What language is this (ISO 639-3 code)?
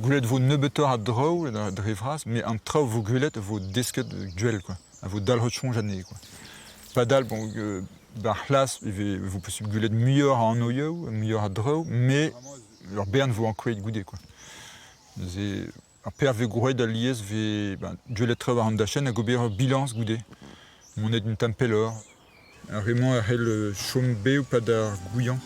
bre